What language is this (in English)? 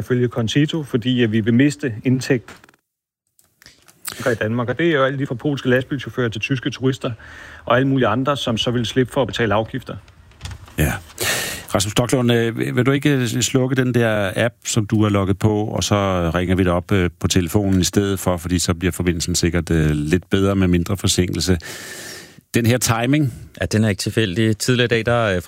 Danish